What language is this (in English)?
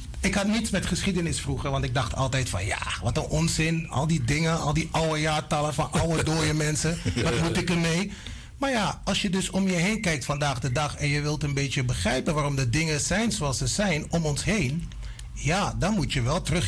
Dutch